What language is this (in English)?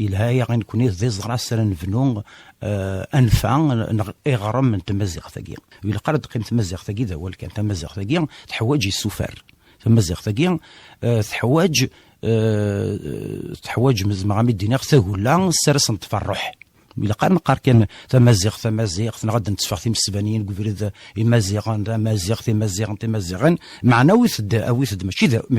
Kabyle